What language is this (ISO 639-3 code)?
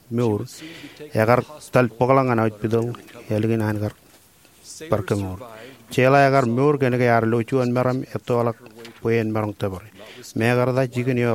mah